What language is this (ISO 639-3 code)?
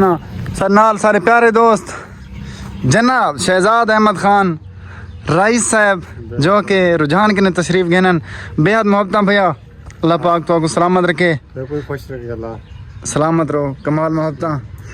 skr